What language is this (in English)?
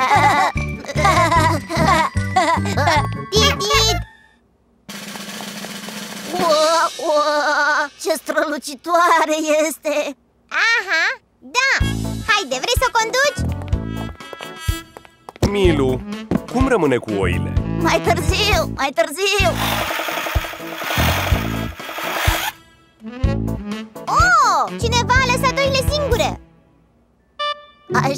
Romanian